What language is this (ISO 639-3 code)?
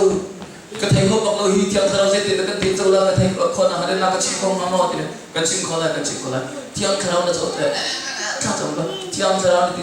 cnh